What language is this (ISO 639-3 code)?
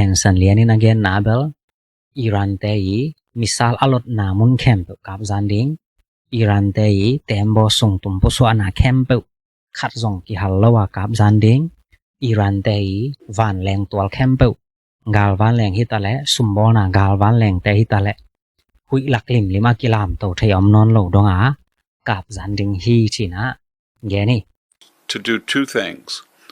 ctd